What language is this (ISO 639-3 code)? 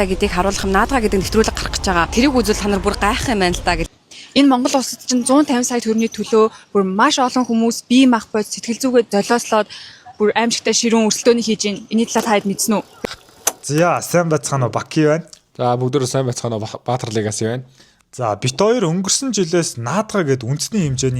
mon